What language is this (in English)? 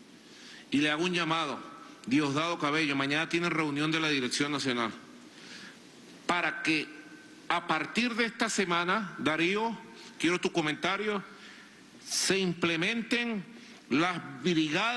Spanish